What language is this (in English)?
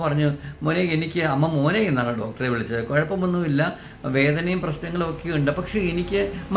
Malayalam